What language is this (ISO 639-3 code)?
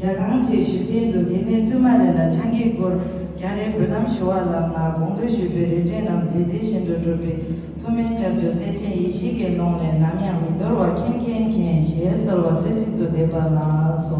bod